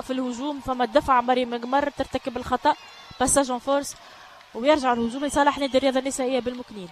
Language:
Tunisian Arabic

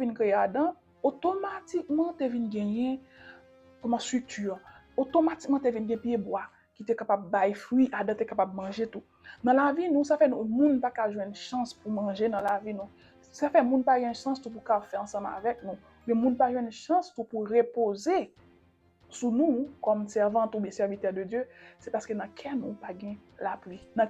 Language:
Haitian Creole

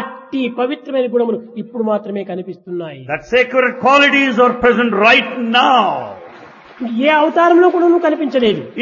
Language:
Telugu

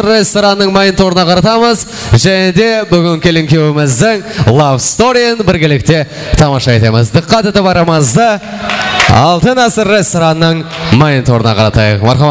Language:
Kara-Kalpak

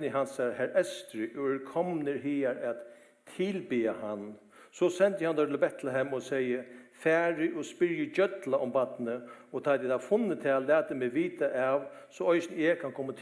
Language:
Faroese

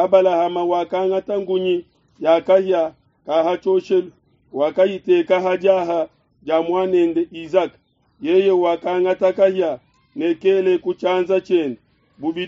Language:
Luba-Lulua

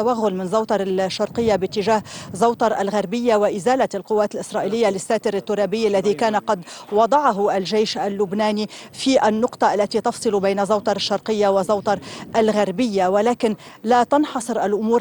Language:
Arabic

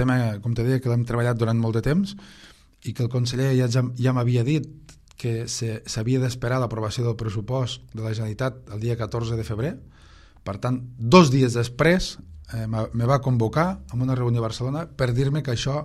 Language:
Catalan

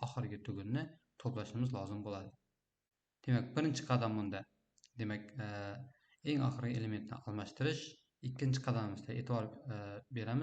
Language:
Uzbek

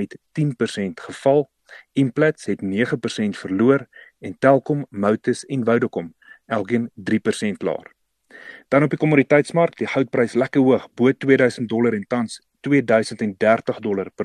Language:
Afrikaans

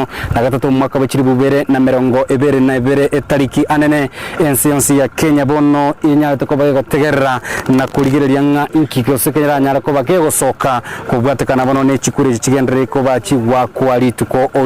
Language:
Gusii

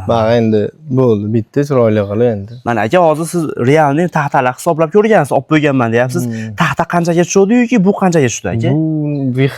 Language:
Uzbek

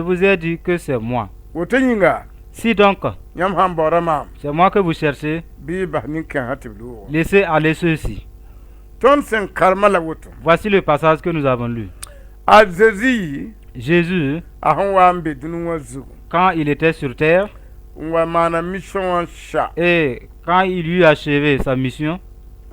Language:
Mossi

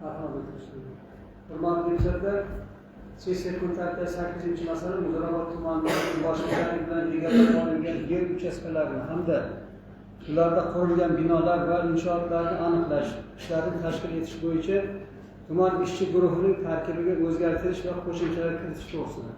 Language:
Uzbek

